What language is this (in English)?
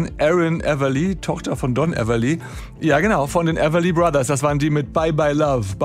German